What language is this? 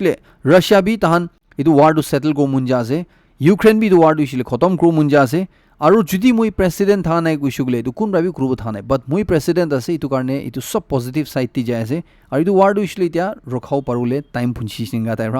Naga Pidgin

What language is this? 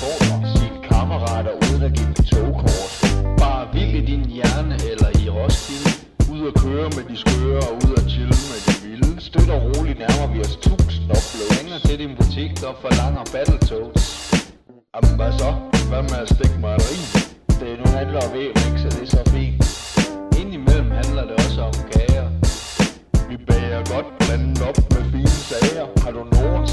Danish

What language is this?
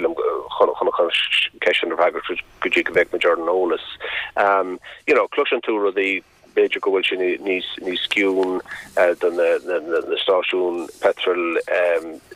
Irish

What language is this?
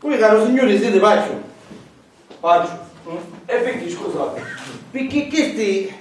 Sicilian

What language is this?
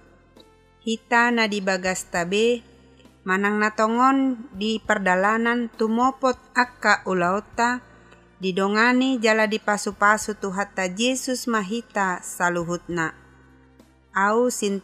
Batak Toba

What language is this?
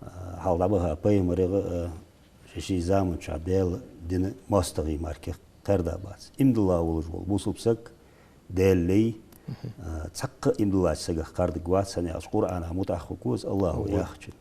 Ingush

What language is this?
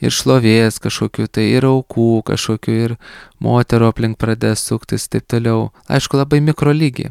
Lithuanian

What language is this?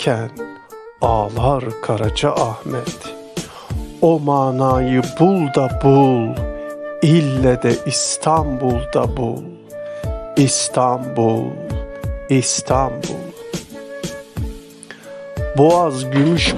Turkish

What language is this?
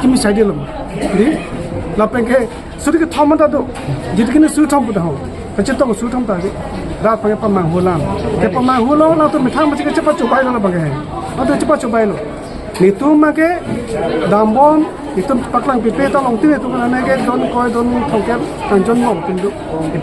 Karbi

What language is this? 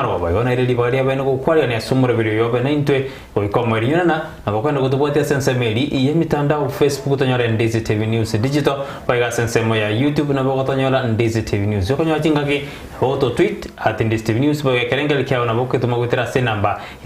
Gusii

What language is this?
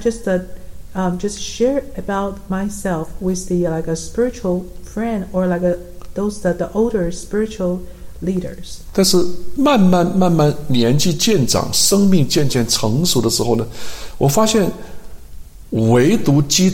Chinese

